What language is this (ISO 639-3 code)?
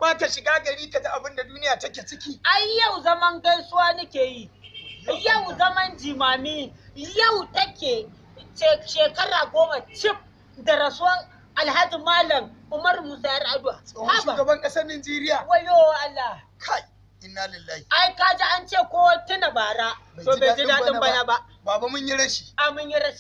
hau